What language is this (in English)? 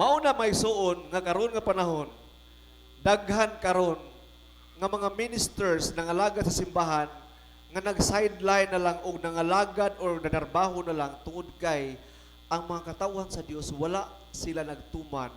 Cebuano